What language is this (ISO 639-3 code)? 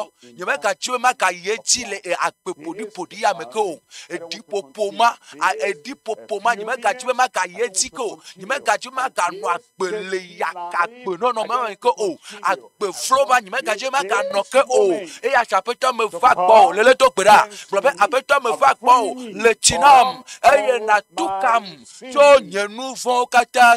ewe